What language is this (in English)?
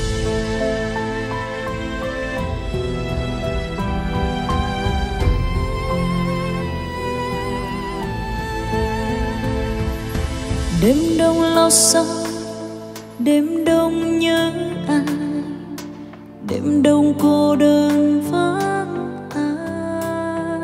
Vietnamese